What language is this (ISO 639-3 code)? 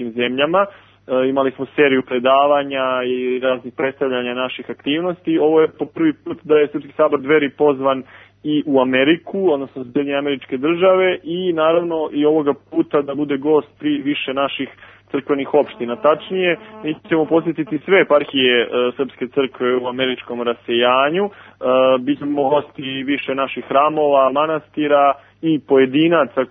srp